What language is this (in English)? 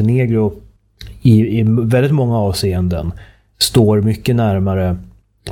Swedish